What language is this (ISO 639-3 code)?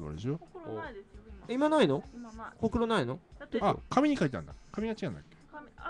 jpn